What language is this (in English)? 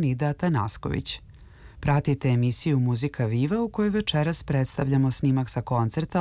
Serbian